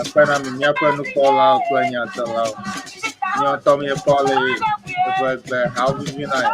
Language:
Ewe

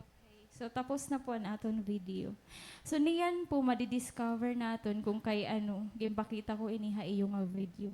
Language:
Waray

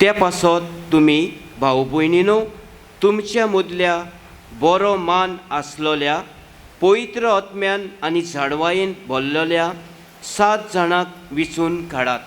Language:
Konkani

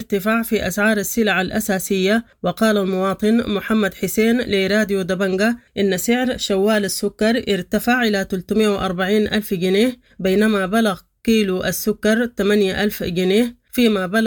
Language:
Sudanese Arabic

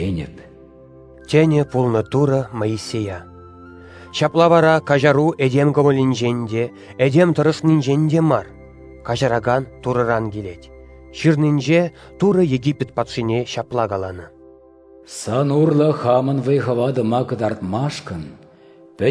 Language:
Chuvash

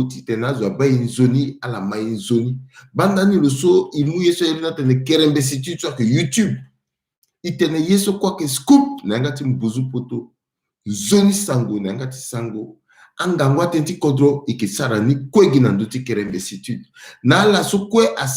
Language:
Sango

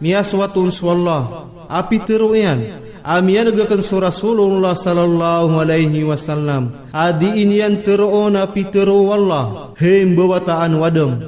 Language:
Maranao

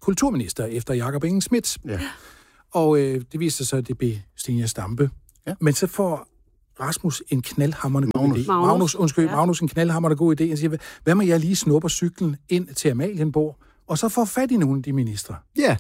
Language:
Danish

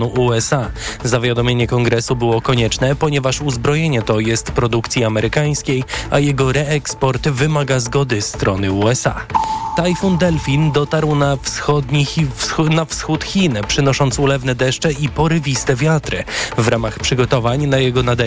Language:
Polish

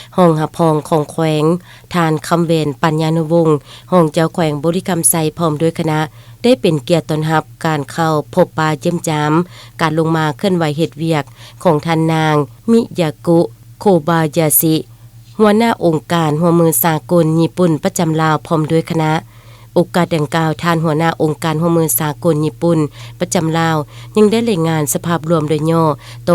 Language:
Lao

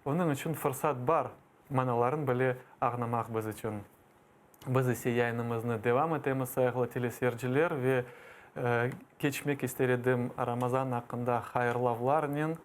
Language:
Crimean Tatar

